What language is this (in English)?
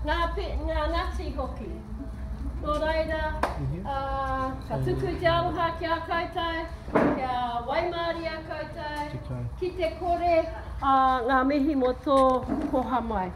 Māori